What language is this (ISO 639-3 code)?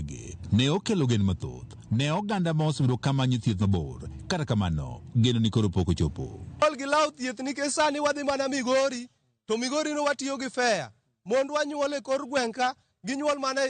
luo